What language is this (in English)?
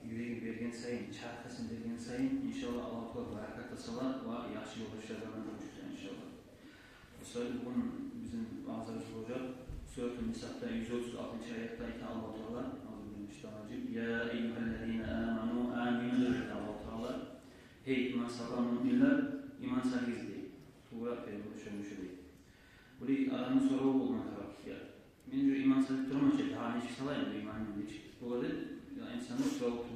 Kumyk